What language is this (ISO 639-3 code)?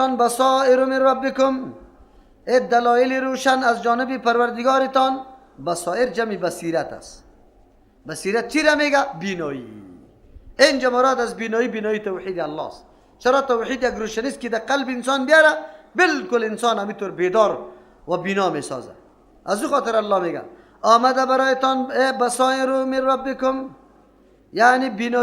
fas